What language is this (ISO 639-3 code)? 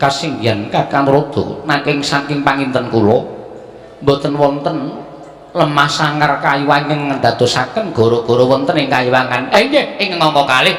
jav